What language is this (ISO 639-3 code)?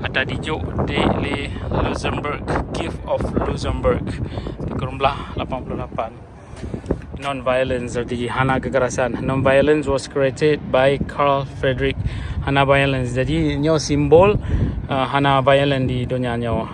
ace